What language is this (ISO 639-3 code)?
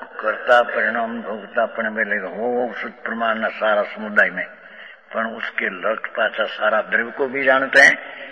hin